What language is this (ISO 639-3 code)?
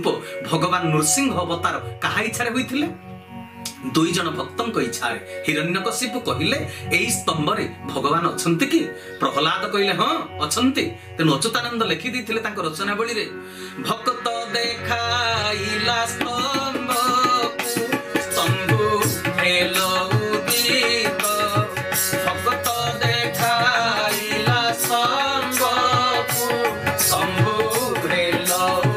ori